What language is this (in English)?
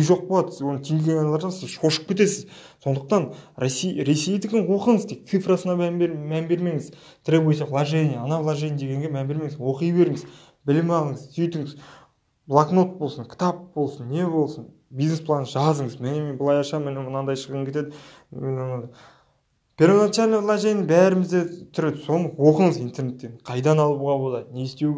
Kazakh